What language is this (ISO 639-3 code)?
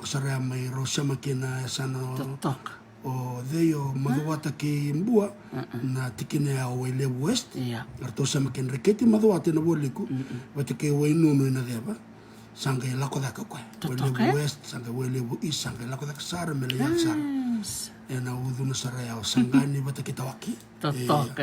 fij